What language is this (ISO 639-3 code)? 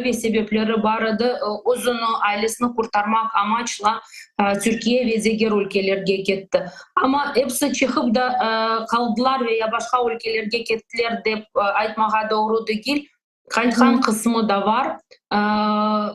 crh